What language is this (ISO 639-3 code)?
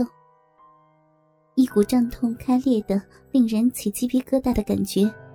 zho